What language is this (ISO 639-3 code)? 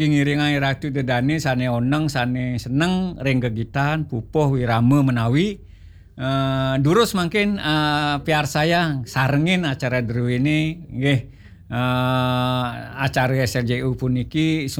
ban